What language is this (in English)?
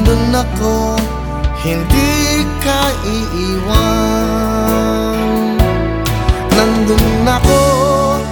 Filipino